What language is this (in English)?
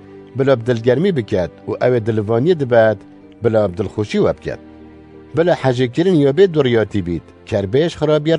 Kurdish